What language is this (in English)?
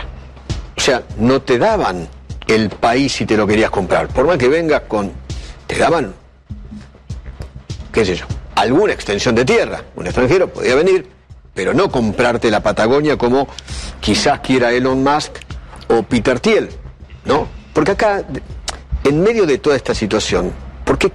Spanish